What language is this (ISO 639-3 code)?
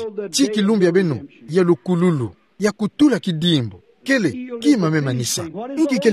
ktu